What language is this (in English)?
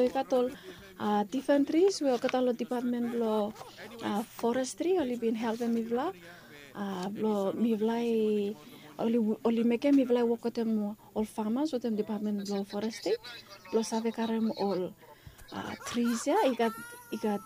Bislama